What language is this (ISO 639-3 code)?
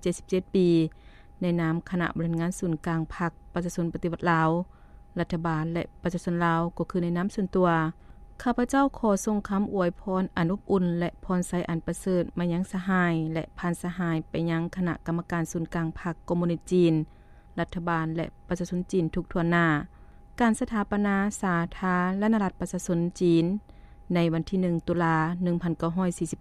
lao